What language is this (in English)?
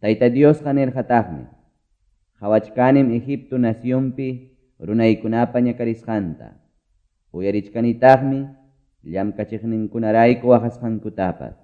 Quechua